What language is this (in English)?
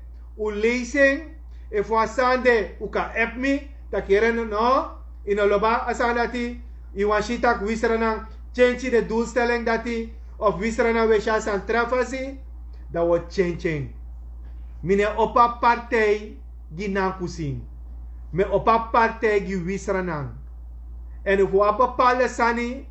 Sranan Tongo